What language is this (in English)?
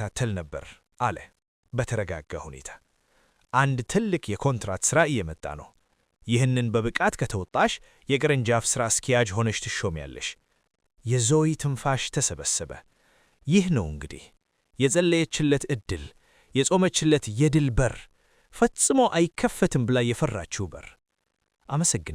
Amharic